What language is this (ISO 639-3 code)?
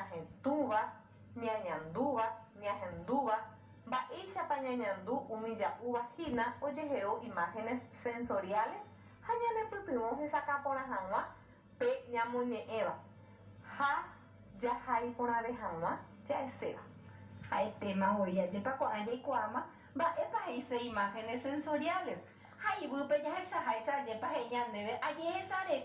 grn